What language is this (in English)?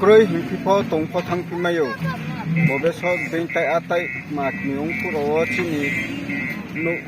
Riang (India)